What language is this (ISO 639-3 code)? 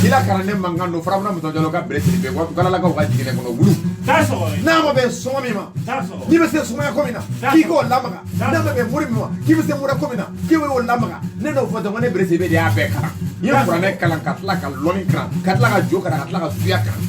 bam